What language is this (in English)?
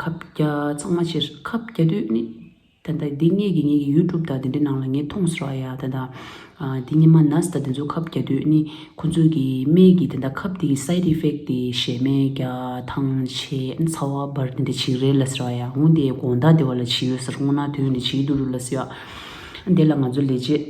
Tibetan